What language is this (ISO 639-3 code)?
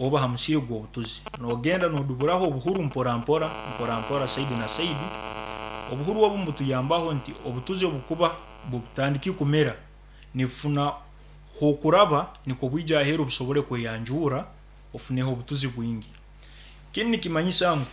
nyn